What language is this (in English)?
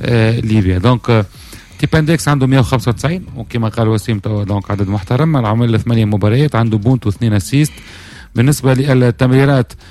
Tunisian Arabic